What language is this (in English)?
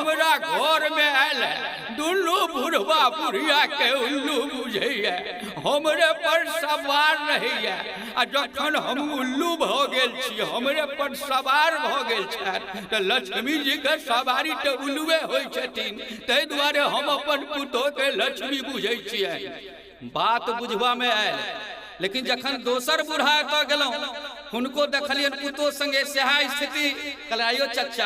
Maithili